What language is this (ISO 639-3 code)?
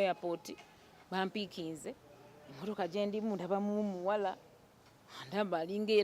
lug